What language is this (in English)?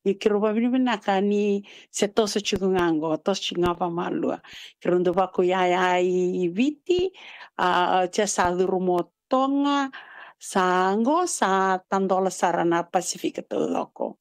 Fijian